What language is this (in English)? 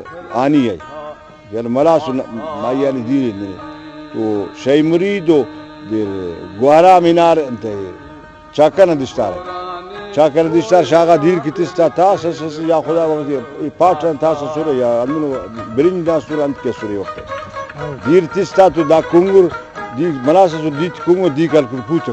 Brahui